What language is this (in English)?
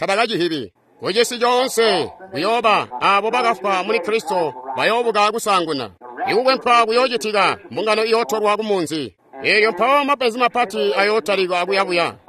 Tonga (Zambia)